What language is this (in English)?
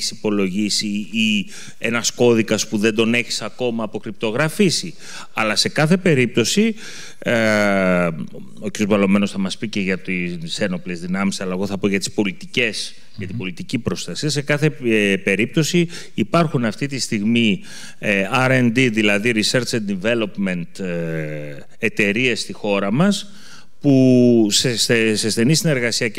Greek